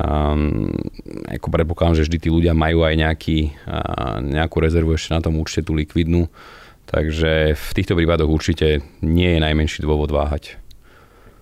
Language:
Slovak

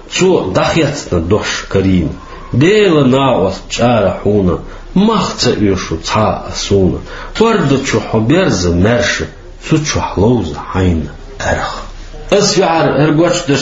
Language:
Chechen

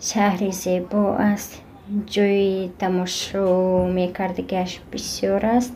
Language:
Tajik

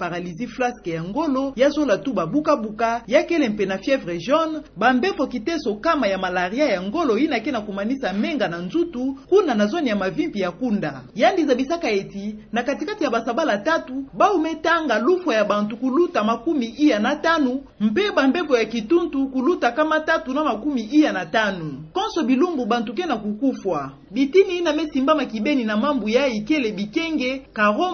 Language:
Kituba (Democratic Republic of Congo)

